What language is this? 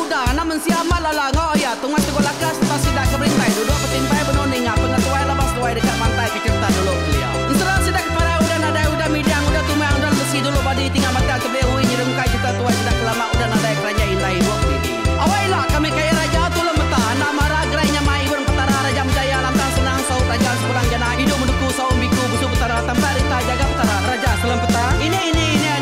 Iban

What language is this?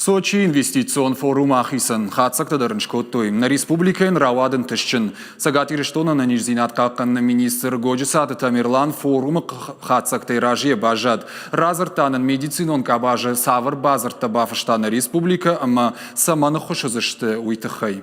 Ossetic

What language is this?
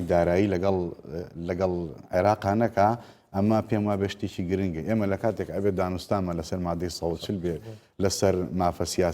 Central Kurdish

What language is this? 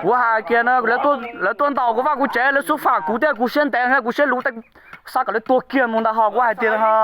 Hmong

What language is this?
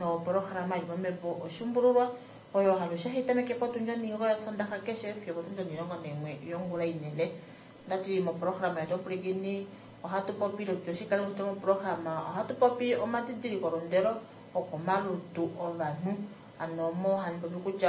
Kuanyama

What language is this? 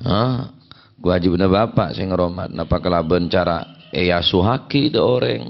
Madurese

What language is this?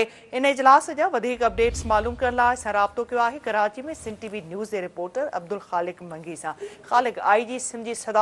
Sindhi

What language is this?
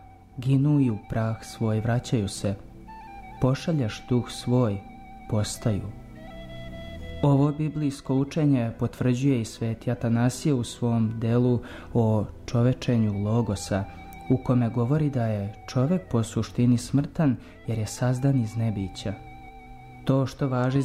Serbian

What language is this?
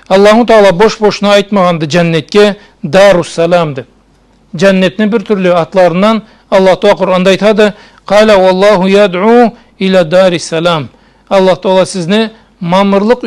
Karachay-Balkar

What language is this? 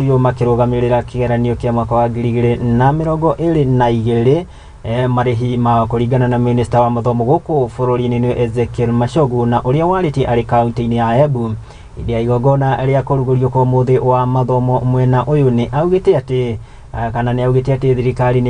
Kikuyu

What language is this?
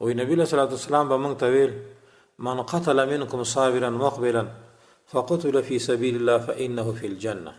Pashto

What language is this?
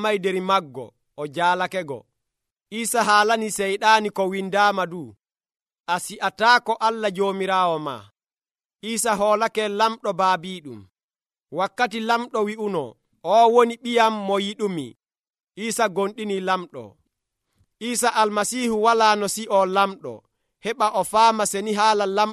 Nigerian Fulfulde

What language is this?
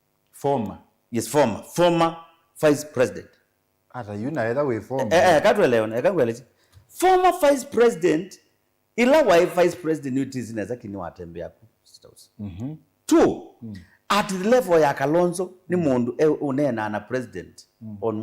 Kamba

